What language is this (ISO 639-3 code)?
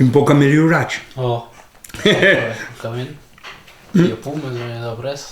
oci